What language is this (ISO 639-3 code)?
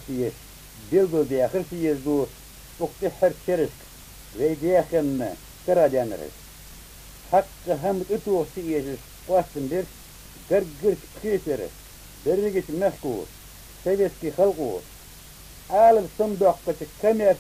inh